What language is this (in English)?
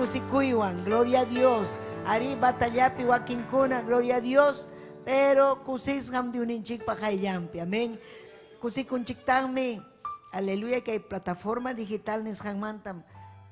Ayacucho Quechua